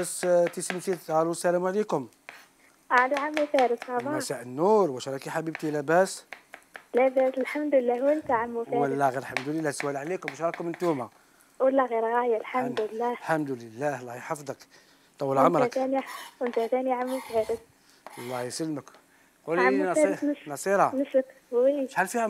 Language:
Algerian Arabic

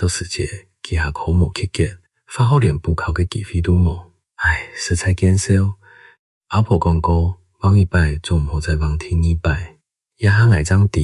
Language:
Hakka Chinese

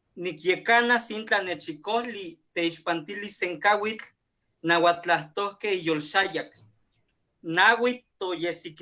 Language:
Eastern Huasteca Nahuatl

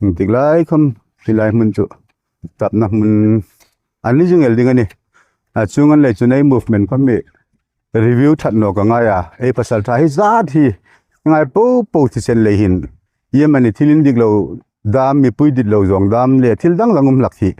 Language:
Hmar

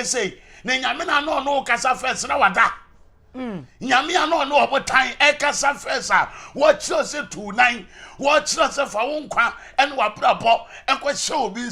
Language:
Akan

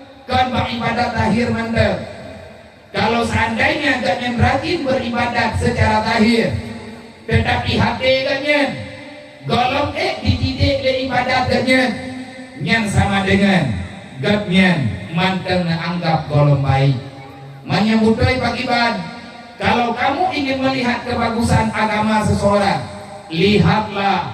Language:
Achinese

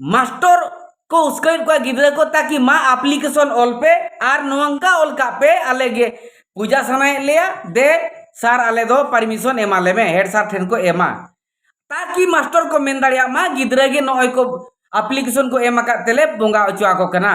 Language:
Santali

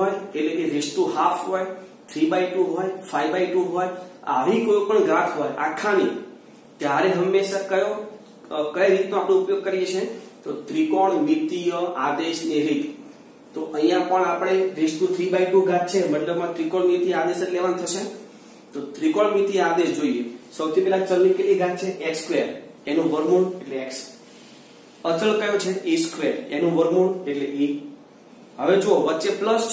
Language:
Gujarati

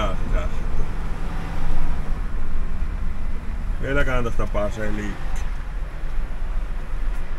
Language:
Finnish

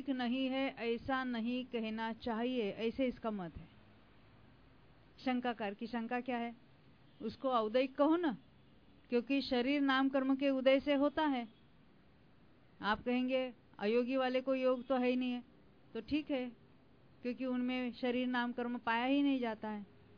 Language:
Hindi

